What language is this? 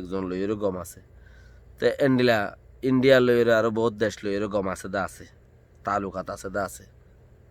Rohingya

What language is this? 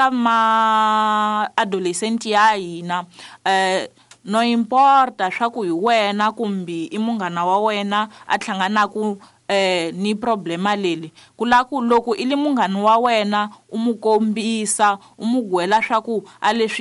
Tsonga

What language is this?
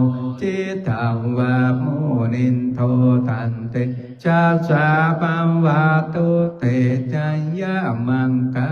Pali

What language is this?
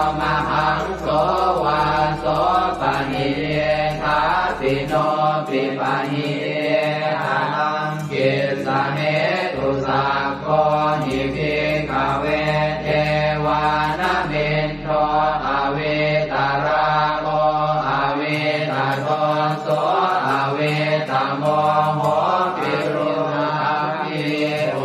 Pali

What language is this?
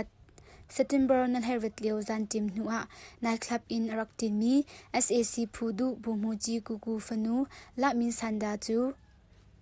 Hakha Chin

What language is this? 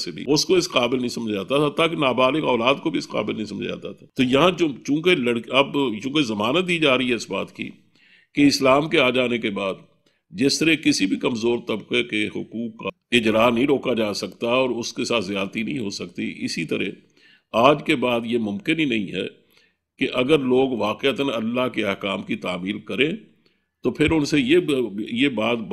Urdu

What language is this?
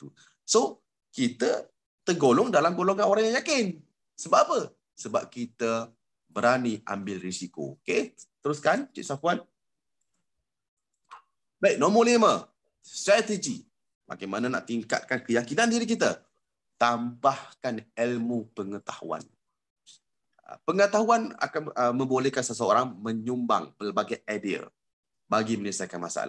Malay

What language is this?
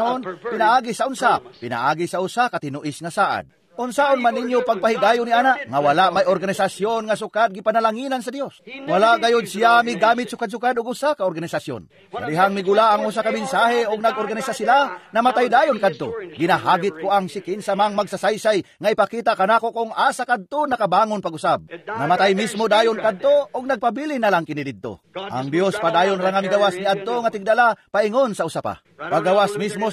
Cebuano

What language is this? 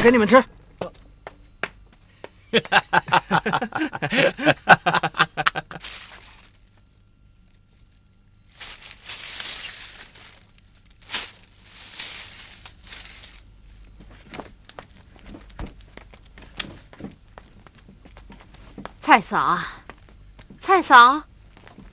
Chinese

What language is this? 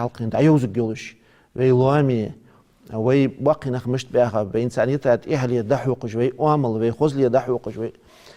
Ingush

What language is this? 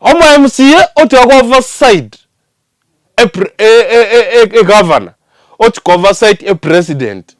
Gusii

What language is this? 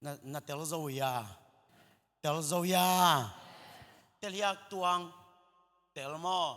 Tedim Chin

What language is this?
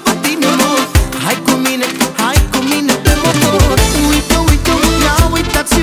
Romanian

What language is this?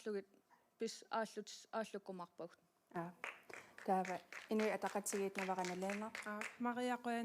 Kalaallisut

